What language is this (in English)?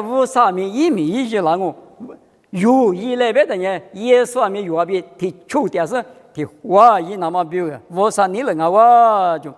Lisu